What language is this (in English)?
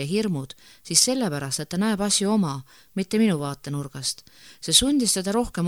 Estonian